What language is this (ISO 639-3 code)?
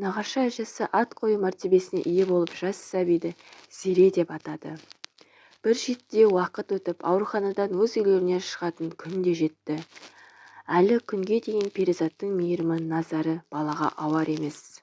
kaz